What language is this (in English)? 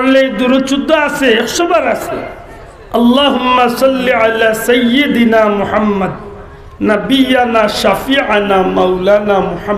Sylheti